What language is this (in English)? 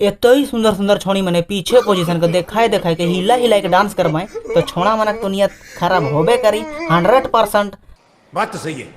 Sadri